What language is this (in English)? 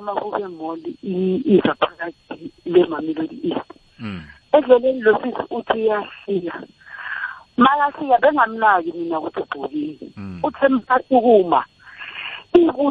South Ndebele